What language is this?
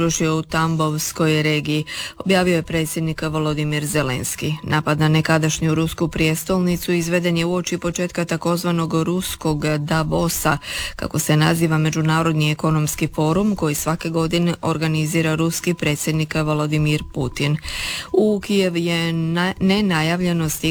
Croatian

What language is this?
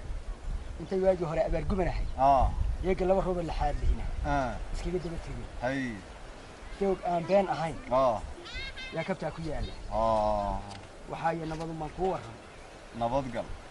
Somali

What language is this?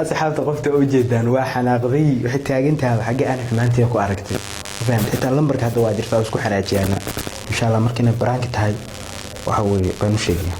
Somali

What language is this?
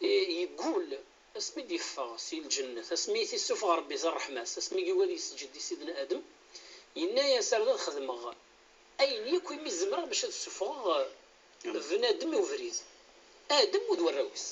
Kabyle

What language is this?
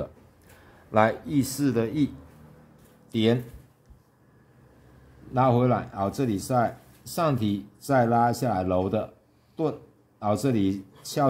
Chinese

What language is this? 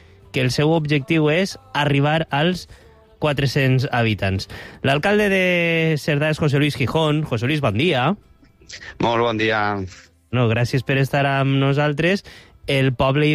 Catalan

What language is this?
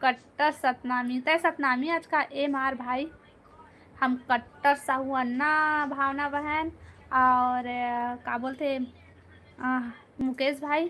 Chhattisgarhi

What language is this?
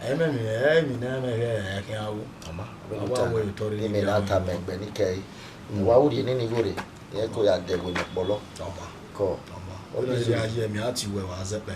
Bini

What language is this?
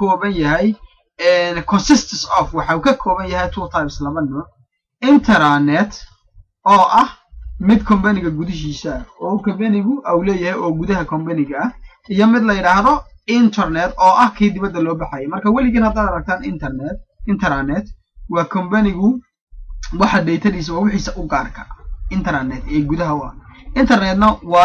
Somali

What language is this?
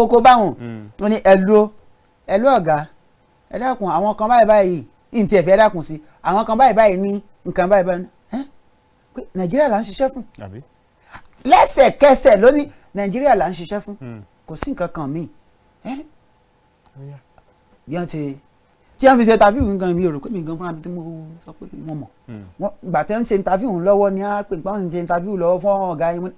Yoruba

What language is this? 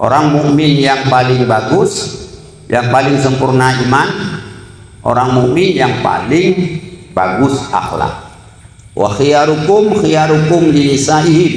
Achinese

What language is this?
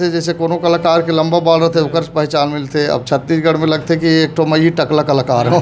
Chhattisgarhi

